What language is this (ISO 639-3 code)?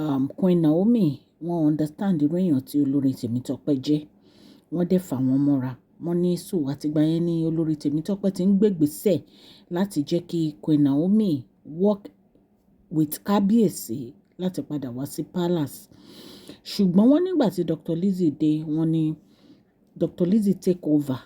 yor